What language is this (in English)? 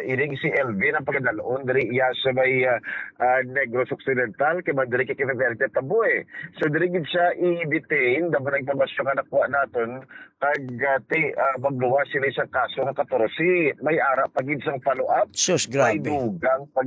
Hiligaynon